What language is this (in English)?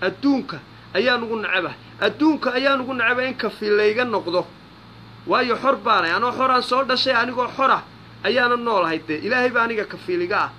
Somali